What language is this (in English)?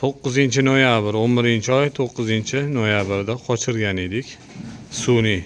Uzbek